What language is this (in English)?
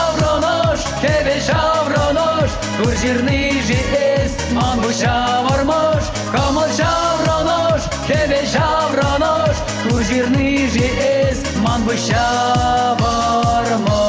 Chuvash